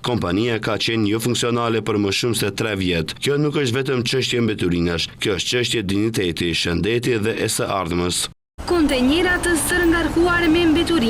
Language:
Albanian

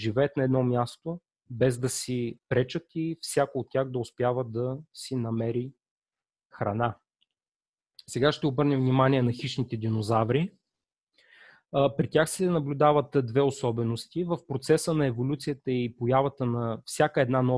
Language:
Bulgarian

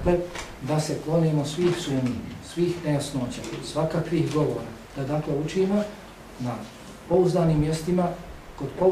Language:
Bosnian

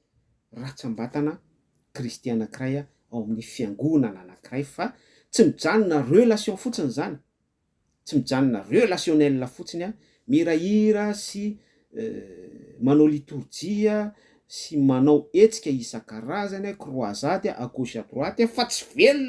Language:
Malagasy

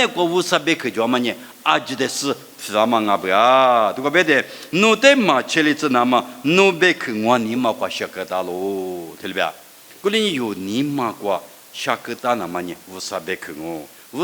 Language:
Lisu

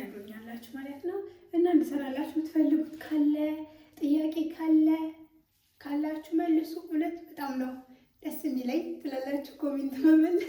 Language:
Amharic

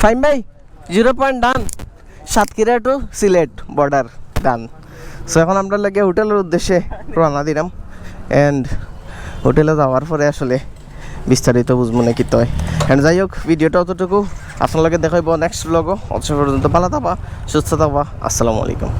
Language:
Sylheti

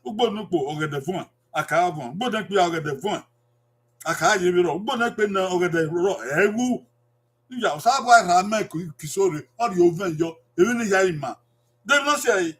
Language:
Bini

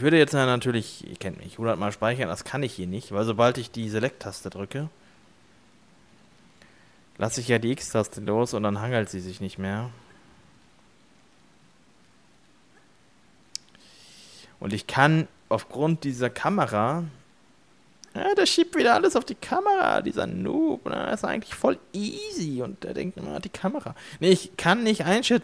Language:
German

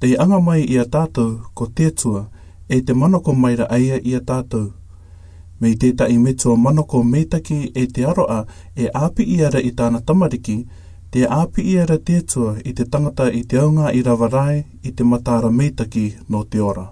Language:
Rarotongan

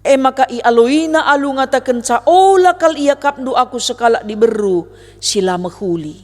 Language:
Batak Karo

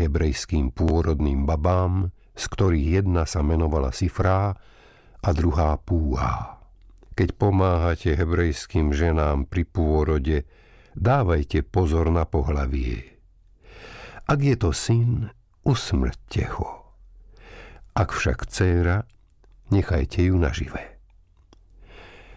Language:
Slovak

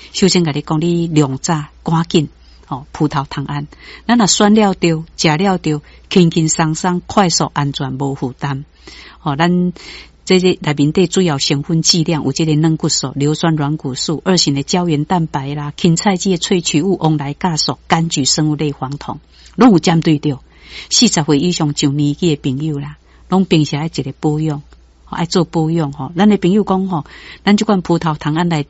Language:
Min Nan Chinese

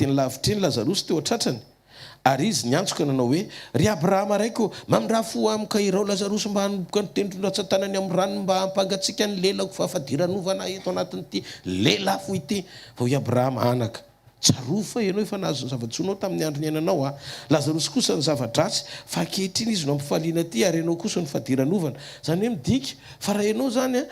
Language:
Malagasy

